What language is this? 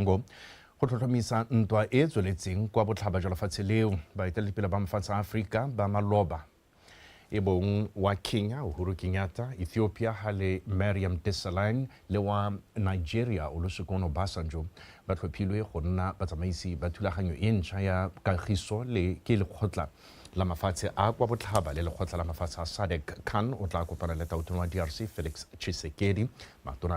Tswana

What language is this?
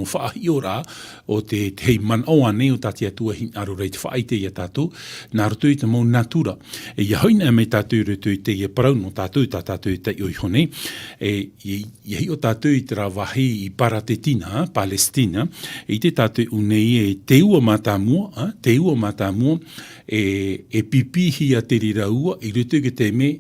Tahitian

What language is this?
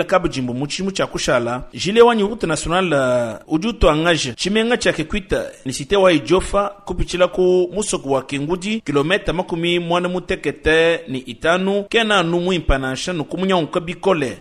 Luba-Lulua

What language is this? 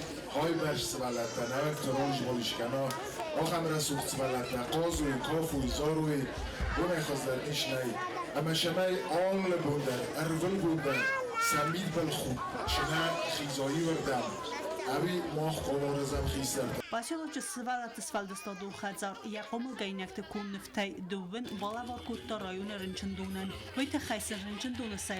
Ossetic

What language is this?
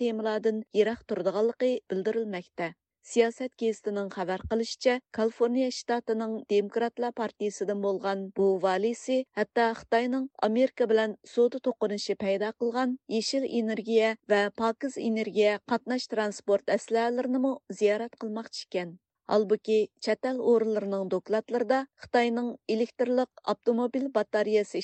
Uyghur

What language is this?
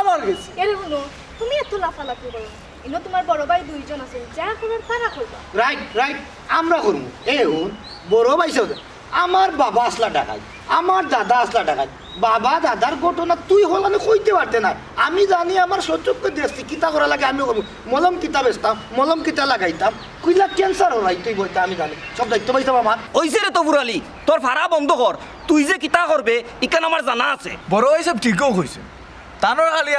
Sylheti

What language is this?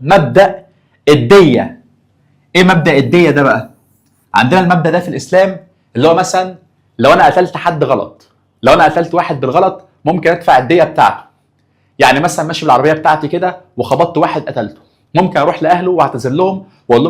Egyptian Arabic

